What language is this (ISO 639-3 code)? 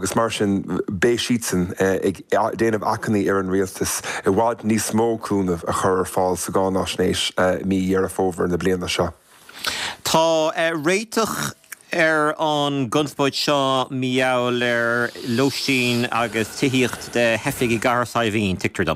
gle